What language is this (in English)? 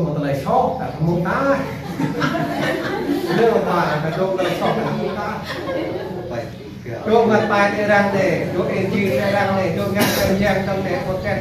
Vietnamese